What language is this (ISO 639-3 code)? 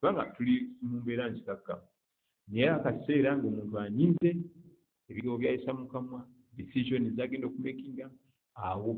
lug